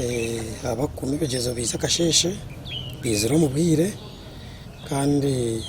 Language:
Nyankole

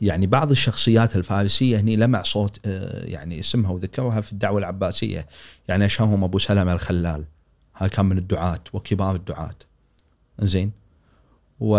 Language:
Gulf Arabic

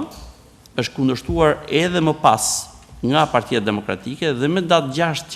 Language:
Albanian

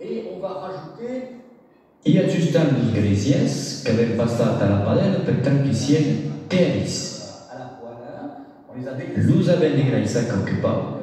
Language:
Occitan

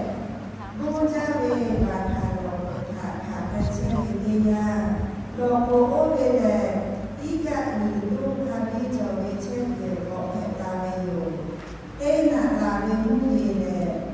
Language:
Lahu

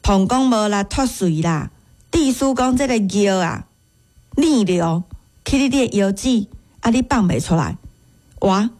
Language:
Min Nan Chinese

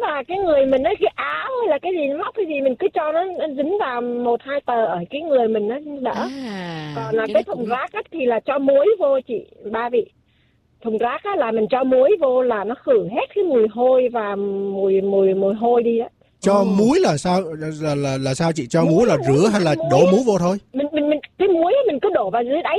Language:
Vietnamese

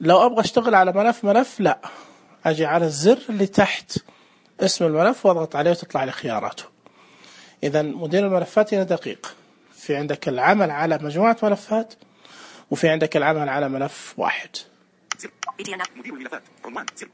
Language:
Najdi Arabic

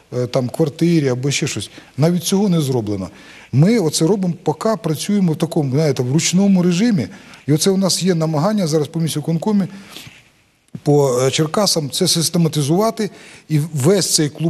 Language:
Ukrainian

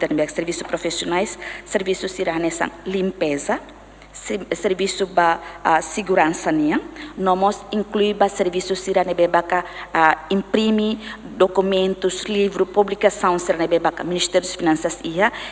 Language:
Tetum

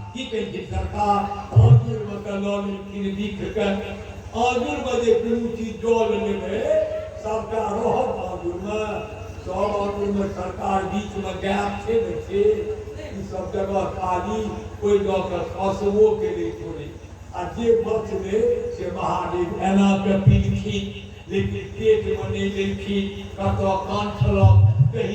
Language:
Maithili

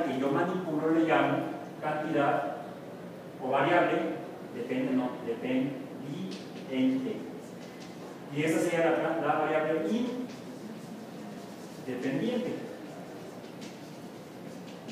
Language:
Spanish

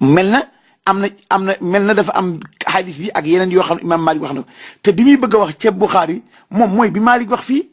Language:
Wolof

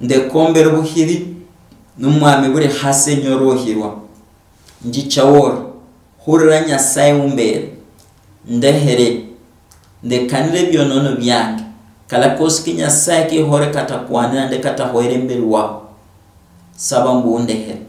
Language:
Luyia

